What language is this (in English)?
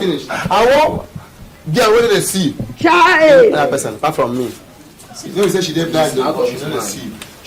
Nigerian Pidgin